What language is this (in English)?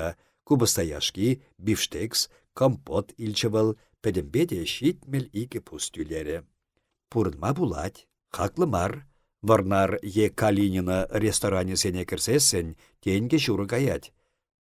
Chuvash